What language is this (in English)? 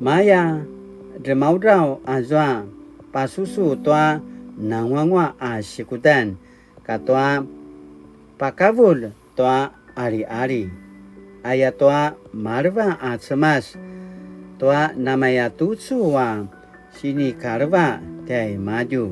Paiwan